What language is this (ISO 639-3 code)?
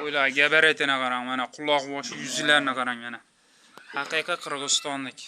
uzb